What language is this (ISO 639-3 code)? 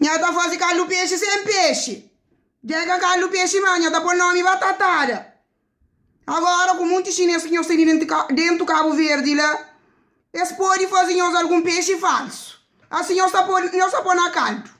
kea